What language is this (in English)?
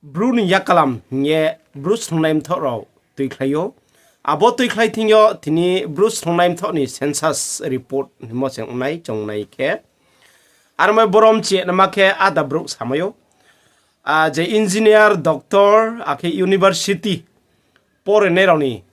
Riang (India)